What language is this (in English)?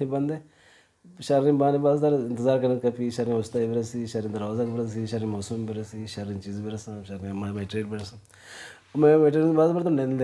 Baluchi